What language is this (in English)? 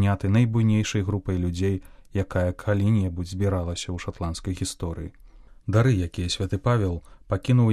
Belarusian